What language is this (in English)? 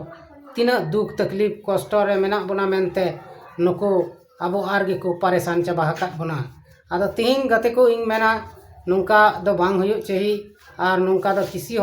Santali